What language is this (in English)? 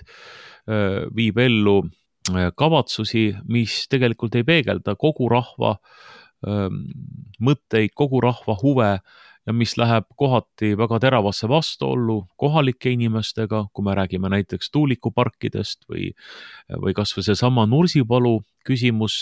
Estonian